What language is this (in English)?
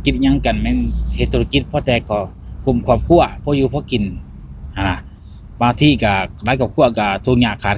Lao